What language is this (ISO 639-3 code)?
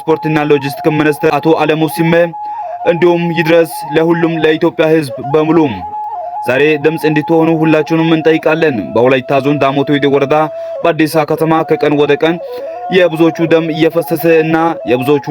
amh